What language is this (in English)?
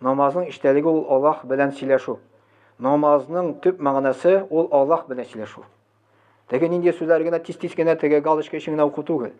Tatar